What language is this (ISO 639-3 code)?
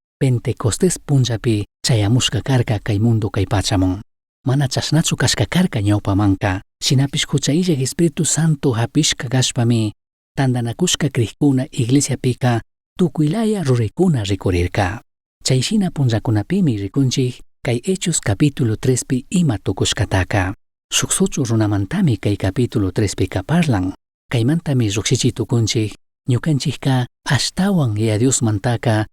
qug